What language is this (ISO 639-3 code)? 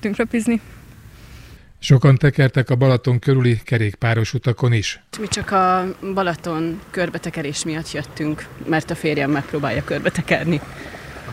hun